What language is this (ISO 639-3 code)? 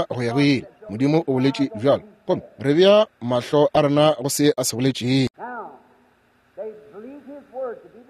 nso